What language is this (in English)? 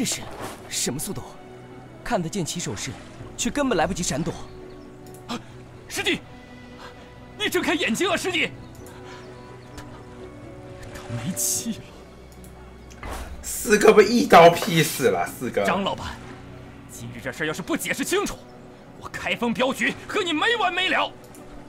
Chinese